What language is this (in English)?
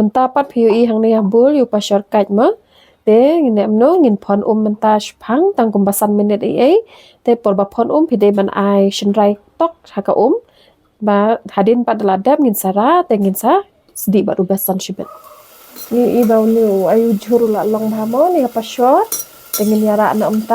Khasi